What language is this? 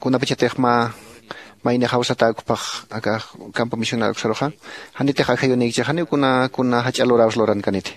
Aymara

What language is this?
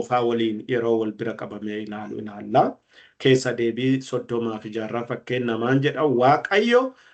Oromo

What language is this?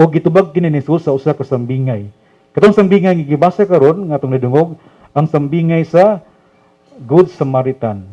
Cebuano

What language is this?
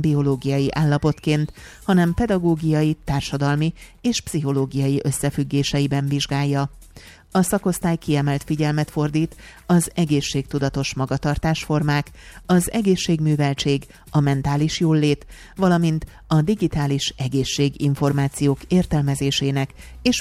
Hungarian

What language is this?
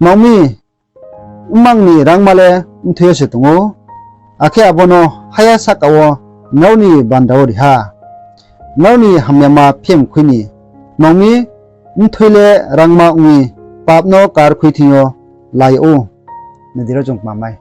Riang (India)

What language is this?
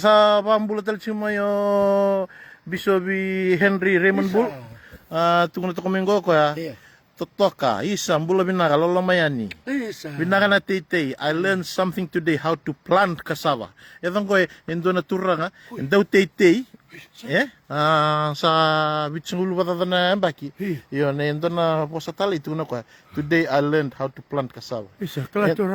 Fijian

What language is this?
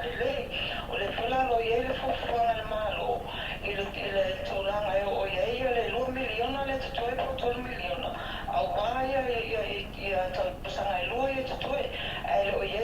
Samoan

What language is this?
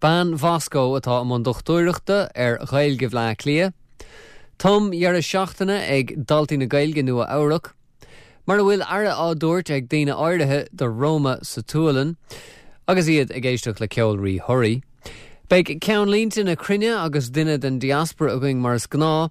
Irish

